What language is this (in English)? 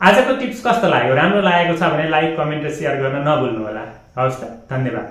Nepali